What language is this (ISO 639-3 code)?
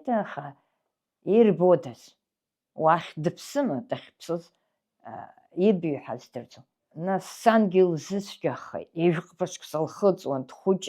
abk